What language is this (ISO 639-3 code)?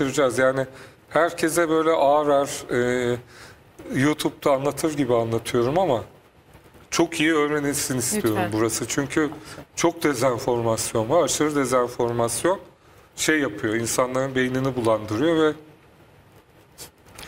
tur